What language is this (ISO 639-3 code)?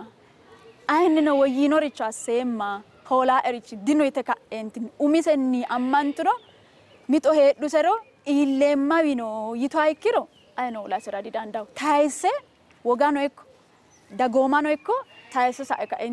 sid